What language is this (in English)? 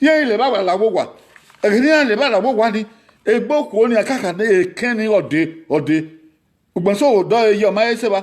Bini